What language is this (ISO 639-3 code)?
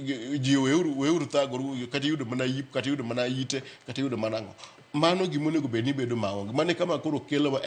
luo